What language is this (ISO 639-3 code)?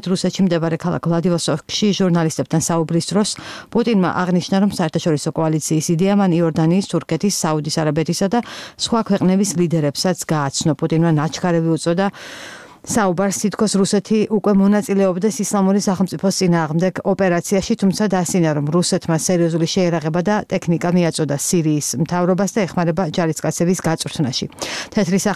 kat